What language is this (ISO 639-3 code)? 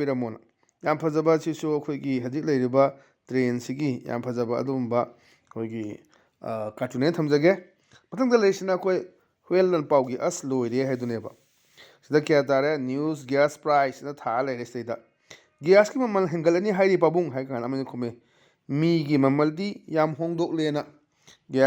mni